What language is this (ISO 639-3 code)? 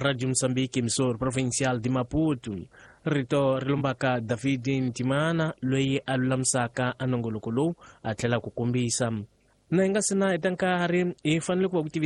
tso